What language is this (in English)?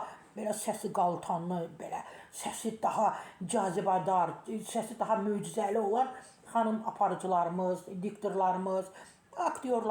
Azerbaijani